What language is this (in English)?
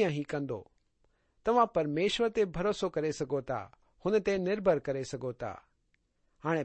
Sindhi